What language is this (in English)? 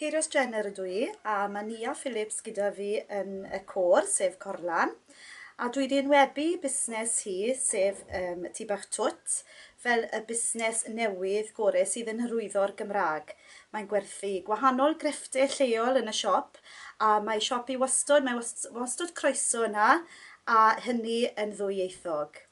Welsh